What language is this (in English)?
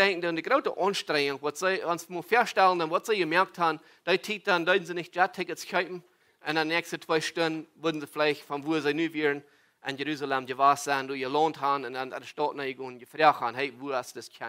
Plautdietsch